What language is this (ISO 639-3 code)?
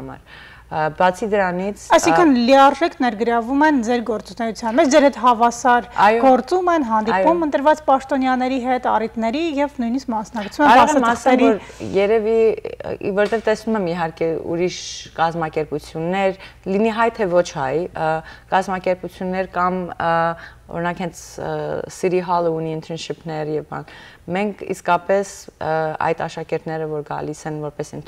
hyw